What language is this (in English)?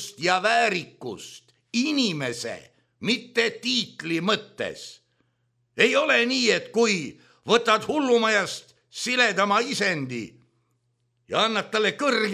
Estonian